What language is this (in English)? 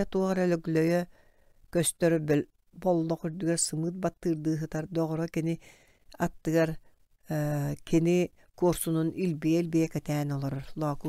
Yakut